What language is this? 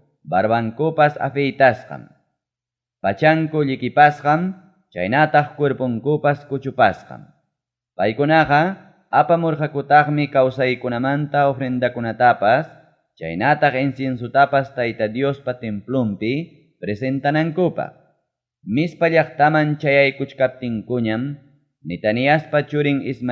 Ayacucho Quechua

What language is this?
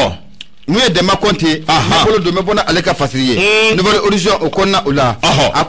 Bambara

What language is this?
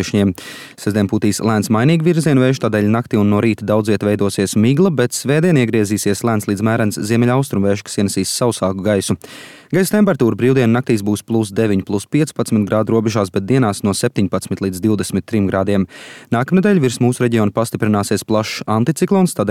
Latvian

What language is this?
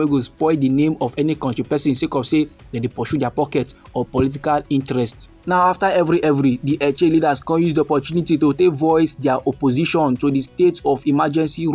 Nigerian Pidgin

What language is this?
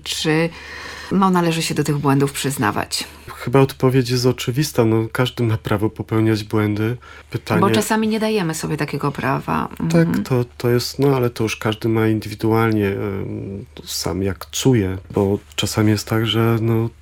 Polish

